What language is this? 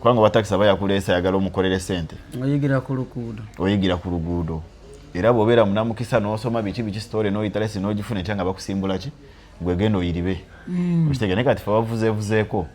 Ganda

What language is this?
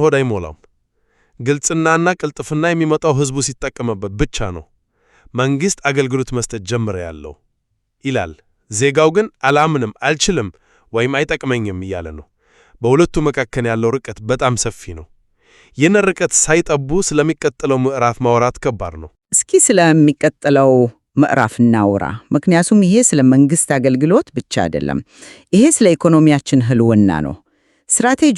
Amharic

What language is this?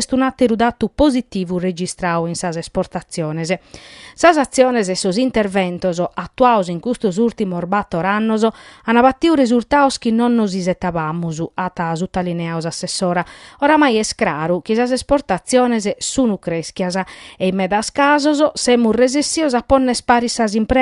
Sardinian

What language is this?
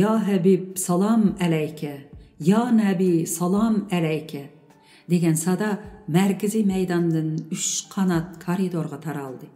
Uyghur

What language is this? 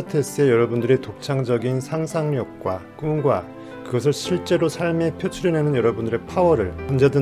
Korean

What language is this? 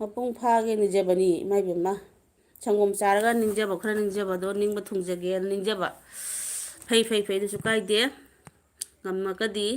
Manipuri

